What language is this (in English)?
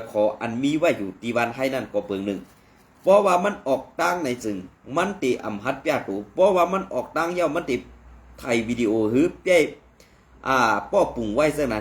Shan